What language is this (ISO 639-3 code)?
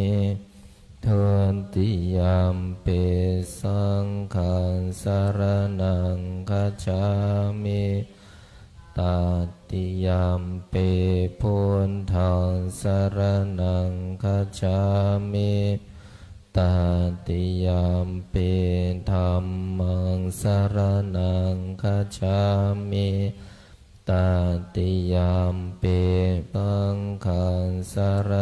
pli